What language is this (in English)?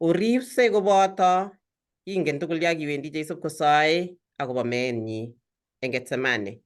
Kalenjin